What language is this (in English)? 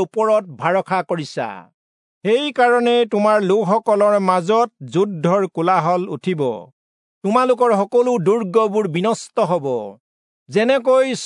Assamese